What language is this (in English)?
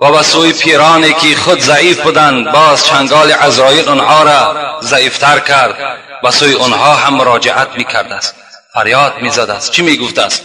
Tajik